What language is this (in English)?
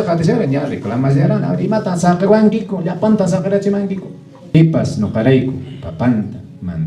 Quechua